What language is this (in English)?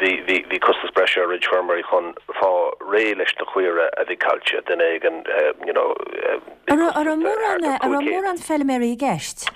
Irish